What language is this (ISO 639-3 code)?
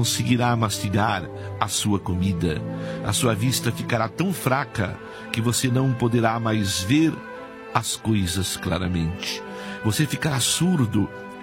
por